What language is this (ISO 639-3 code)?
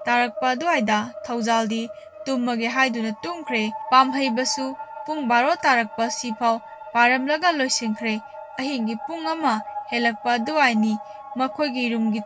mni